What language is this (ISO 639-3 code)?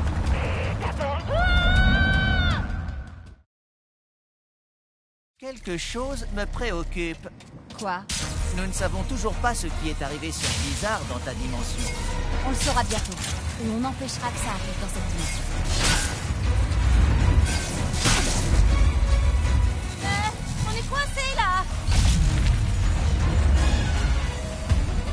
fra